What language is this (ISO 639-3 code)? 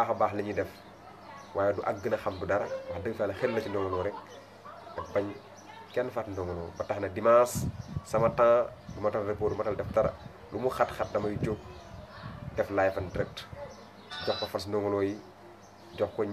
wol